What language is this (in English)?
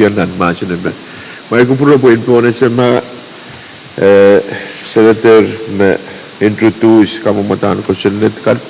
Pohnpeian